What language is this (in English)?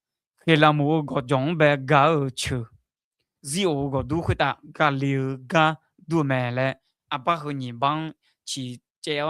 Akha